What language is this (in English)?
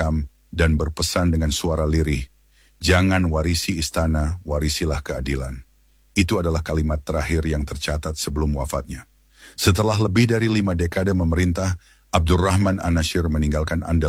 Indonesian